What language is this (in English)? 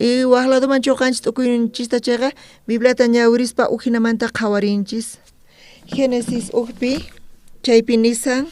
South Bolivian Quechua